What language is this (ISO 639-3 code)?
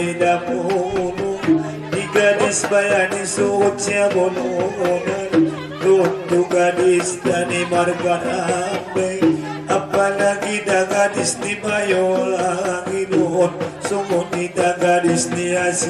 akb